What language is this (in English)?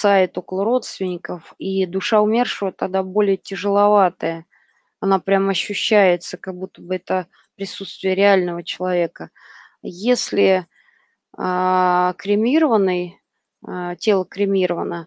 Russian